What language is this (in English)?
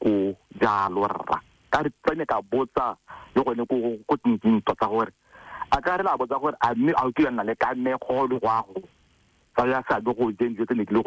Tswana